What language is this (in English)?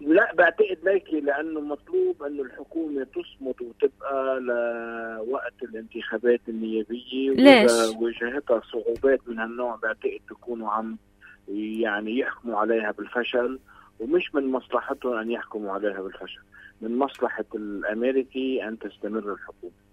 North Levantine Arabic